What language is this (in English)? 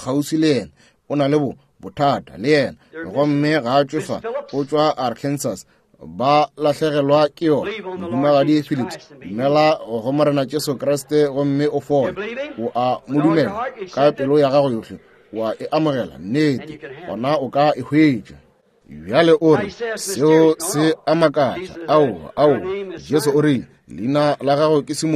Northern Sotho